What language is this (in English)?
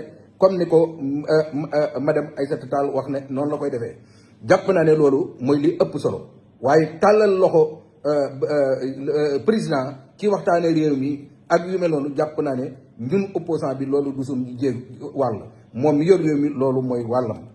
Wolof